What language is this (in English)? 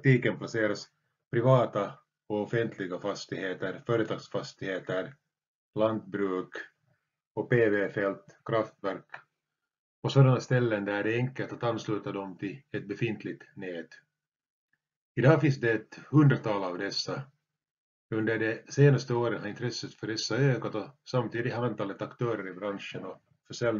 Swedish